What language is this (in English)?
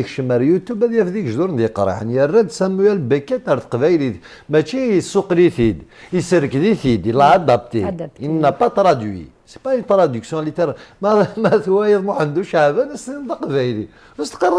Kabyle